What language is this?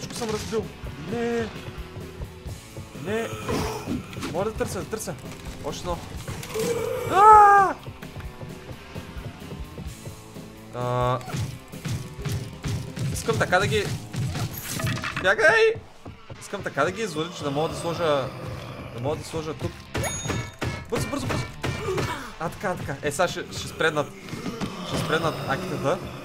Bulgarian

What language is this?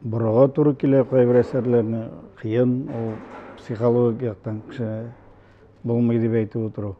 Tatar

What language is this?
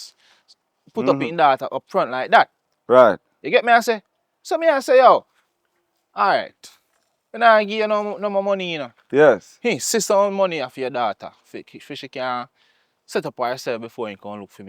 Jamaican Creole English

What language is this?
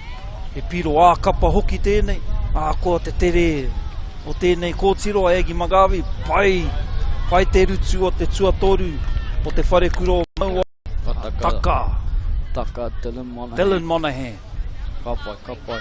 Māori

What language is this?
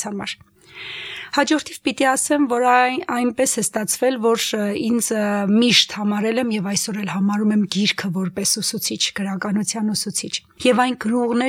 Armenian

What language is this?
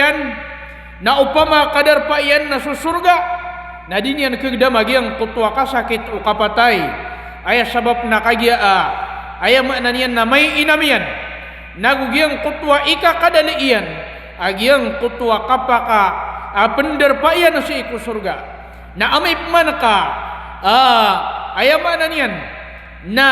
Maranao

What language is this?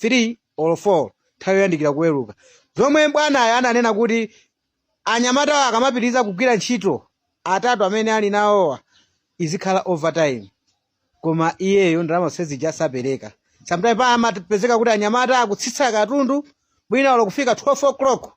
Nyanja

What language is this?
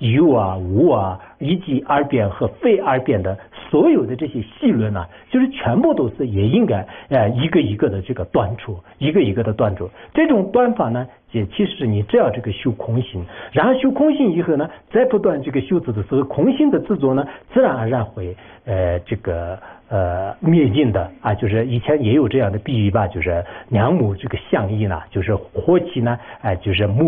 Chinese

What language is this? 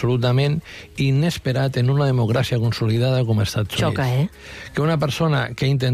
Catalan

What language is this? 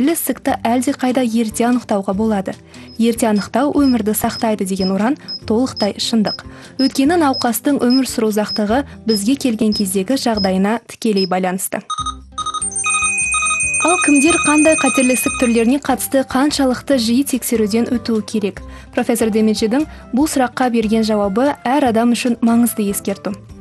Kazakh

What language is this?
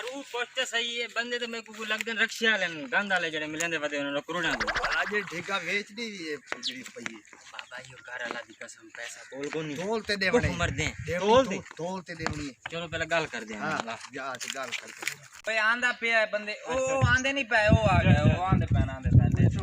Saraiki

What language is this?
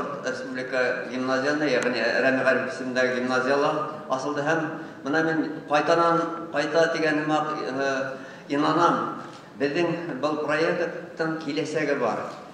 Bashkir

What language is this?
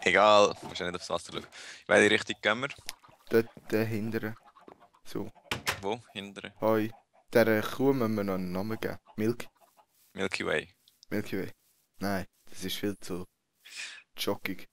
Swiss German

